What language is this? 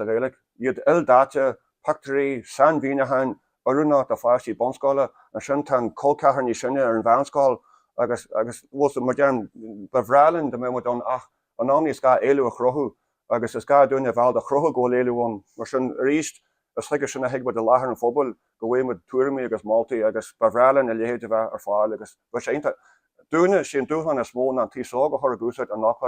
Irish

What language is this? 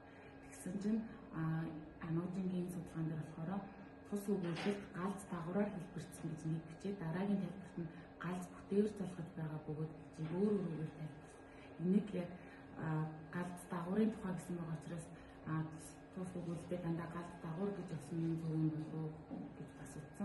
Mongolian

